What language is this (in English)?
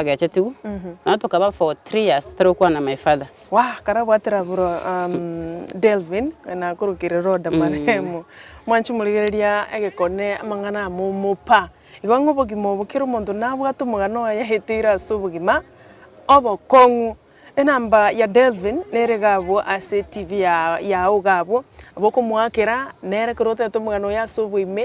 Gusii